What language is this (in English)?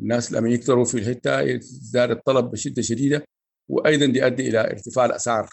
Sudanese Arabic